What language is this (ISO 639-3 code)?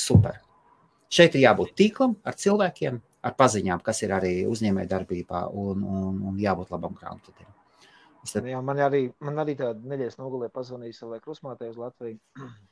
lav